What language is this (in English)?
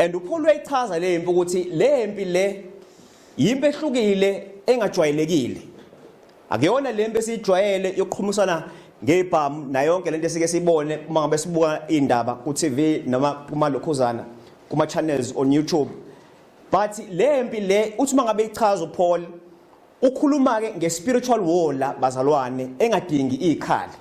Zulu